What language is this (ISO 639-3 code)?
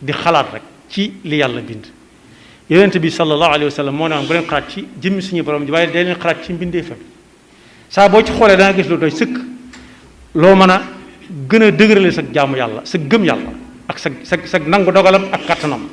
wol